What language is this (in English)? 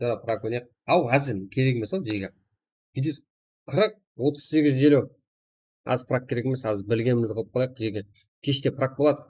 Kara-Kalpak